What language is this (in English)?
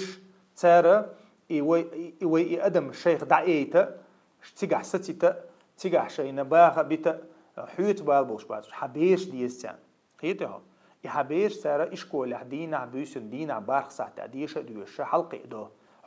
Chechen